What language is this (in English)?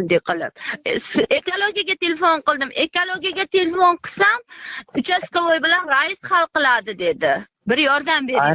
Uzbek